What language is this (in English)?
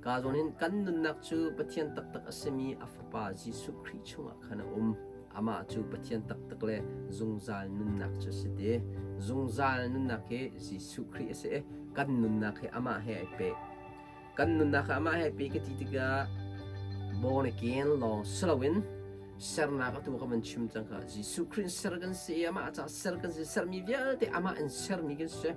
Hakha Chin